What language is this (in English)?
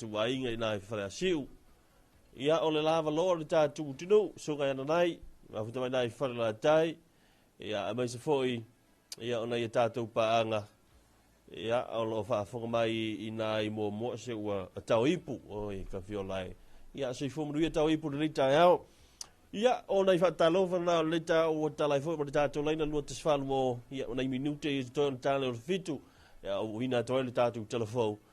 Samoan